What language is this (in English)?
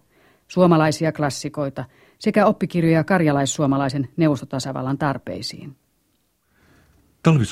Finnish